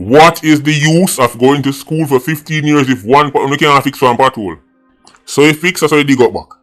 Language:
Jamaican Creole English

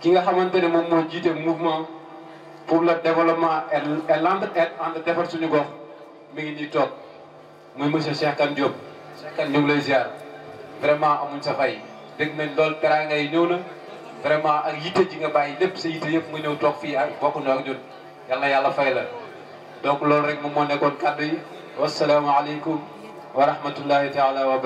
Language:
Wolof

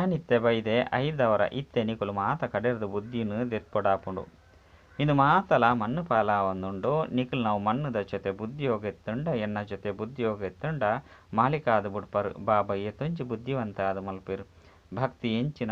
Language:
Tulu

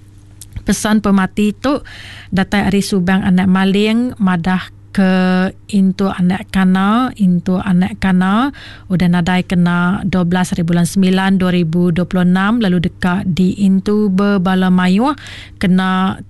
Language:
Iban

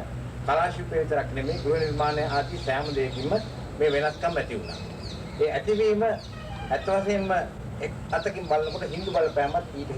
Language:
Sinhala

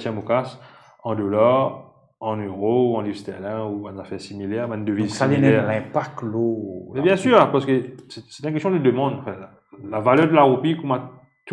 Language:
Morisyen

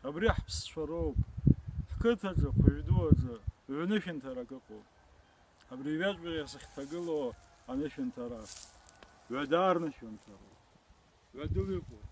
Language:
Abkhazian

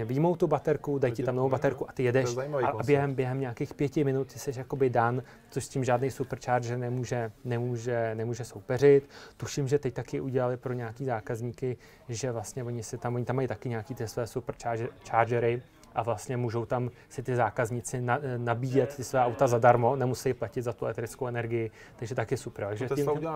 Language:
Czech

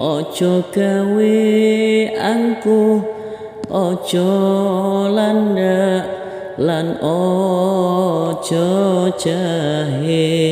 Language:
Javanese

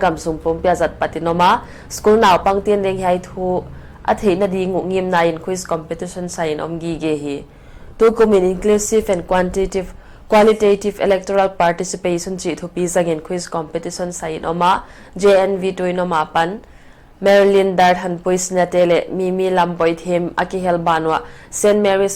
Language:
Paite Chin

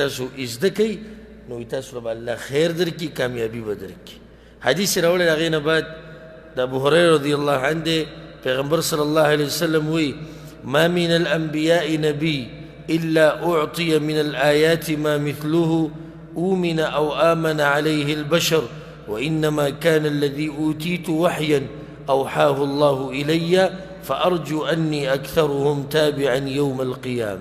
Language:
Pashto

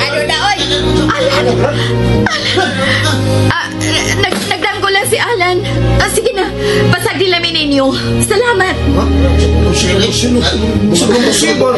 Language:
Cebuano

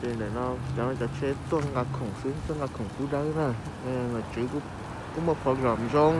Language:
Hmong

